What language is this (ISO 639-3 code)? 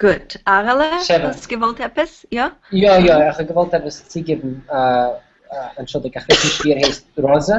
yid